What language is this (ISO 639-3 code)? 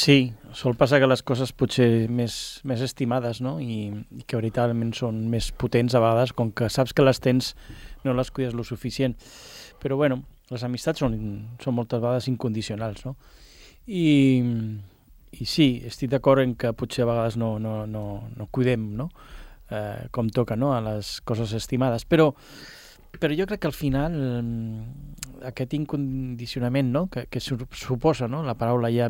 cat